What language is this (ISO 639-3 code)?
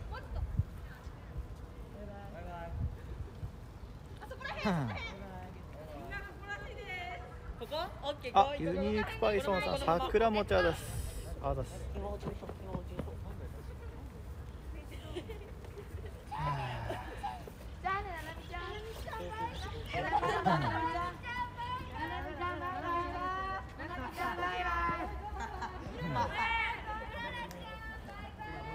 jpn